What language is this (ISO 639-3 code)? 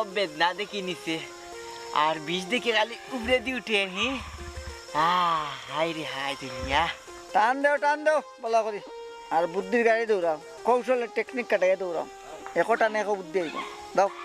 syl